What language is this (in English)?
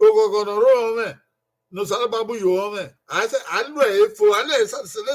Bini